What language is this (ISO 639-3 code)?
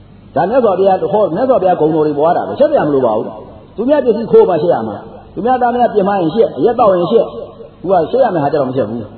mya